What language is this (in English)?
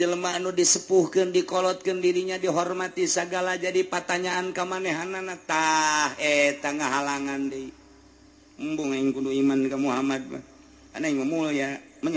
Sundanese